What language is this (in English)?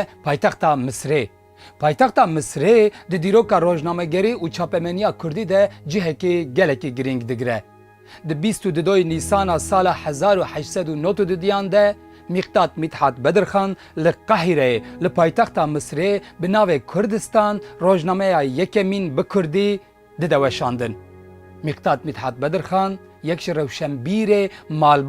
Kurdish